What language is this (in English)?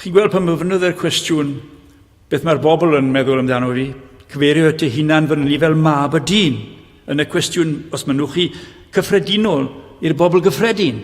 Welsh